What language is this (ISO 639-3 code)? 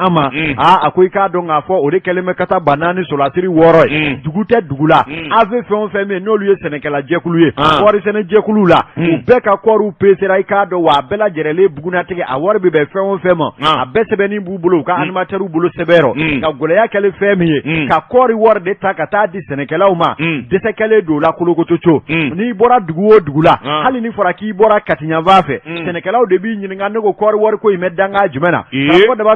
bam